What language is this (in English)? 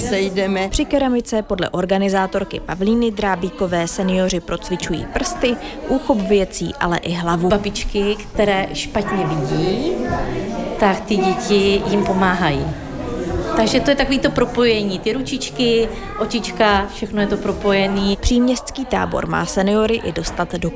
Czech